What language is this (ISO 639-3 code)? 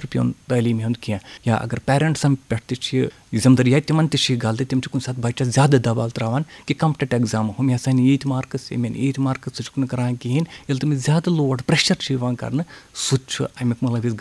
kas